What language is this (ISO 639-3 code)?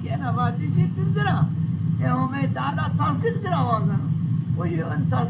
zza